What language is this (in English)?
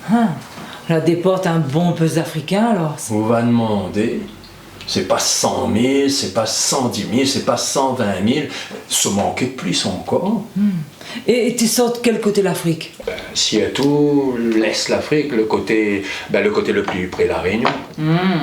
Réunion Creole French